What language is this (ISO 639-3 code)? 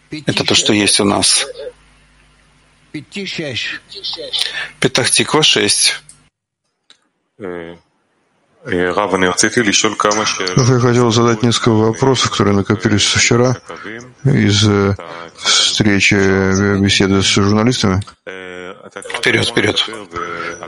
rus